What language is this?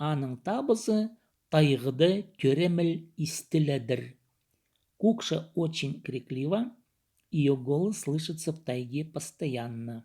Khakas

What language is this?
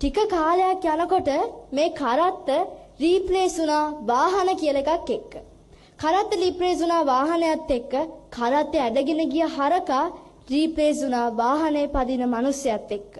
Sinhala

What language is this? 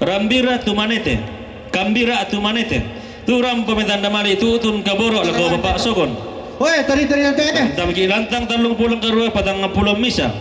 Toraja-Sa'dan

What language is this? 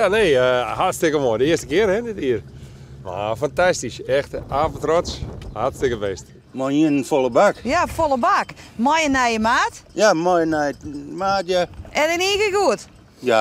Western Frisian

